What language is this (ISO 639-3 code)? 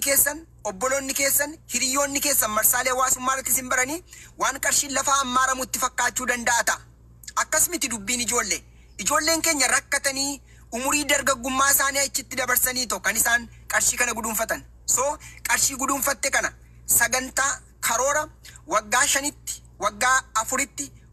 orm